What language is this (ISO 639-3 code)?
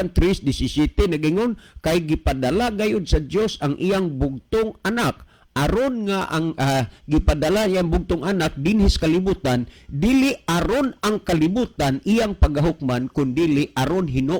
ceb